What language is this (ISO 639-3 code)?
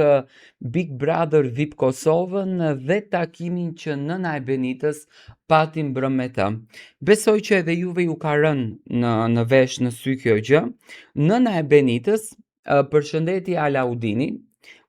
sqi